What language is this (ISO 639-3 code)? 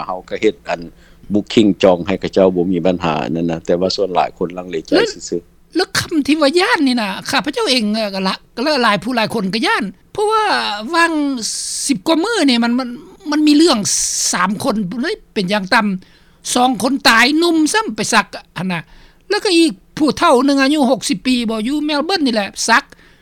lao